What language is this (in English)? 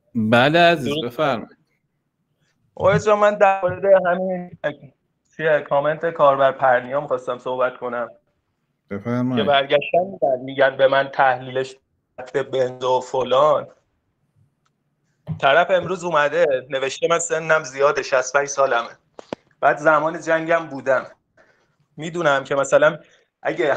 Persian